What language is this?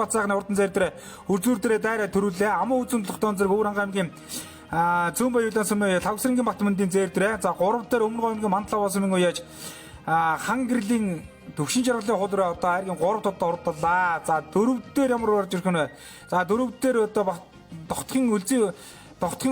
Mongolian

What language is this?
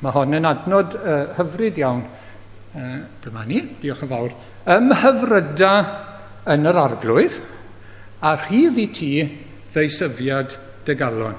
Welsh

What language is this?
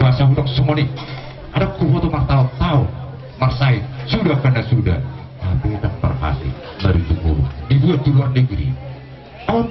Batak Toba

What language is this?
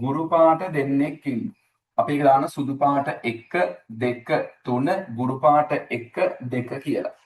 Sinhala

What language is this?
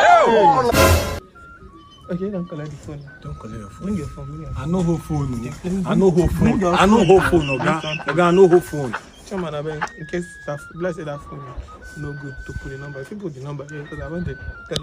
Nigerian Pidgin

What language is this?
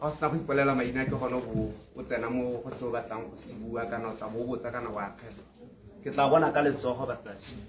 Tswana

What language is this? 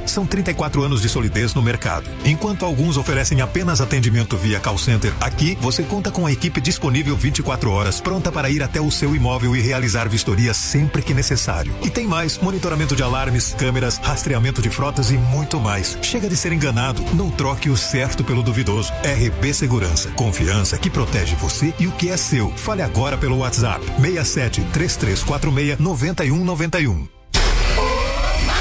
Portuguese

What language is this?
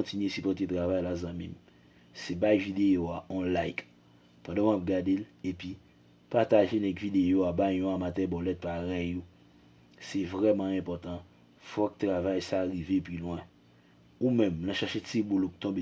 Haitian Creole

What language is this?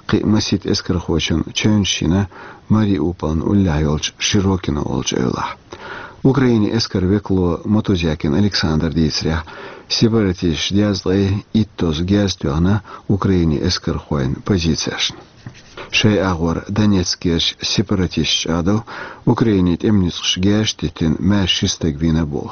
Chechen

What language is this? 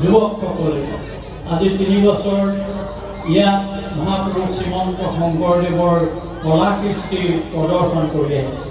Assamese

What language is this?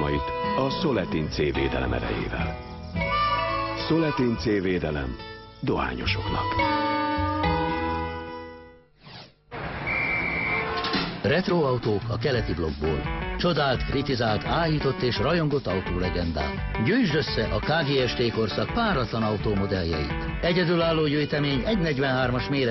Hungarian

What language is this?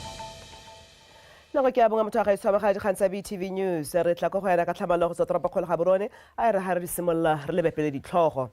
Tswana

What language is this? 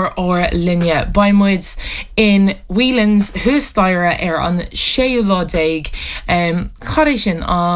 Irish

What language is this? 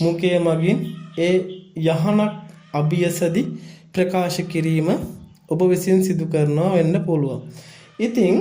Sinhala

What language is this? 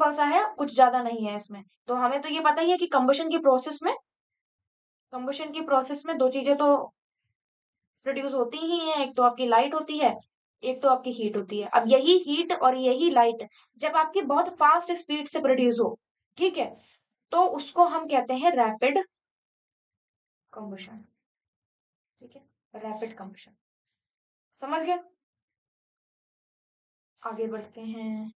Hindi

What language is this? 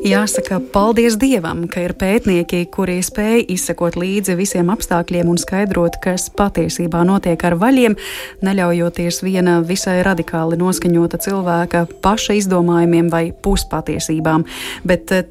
Latvian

